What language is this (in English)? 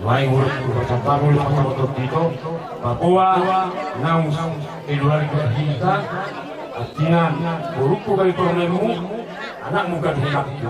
Batak Toba